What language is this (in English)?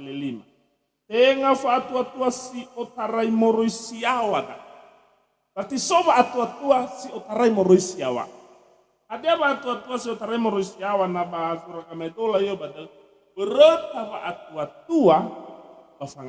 Nias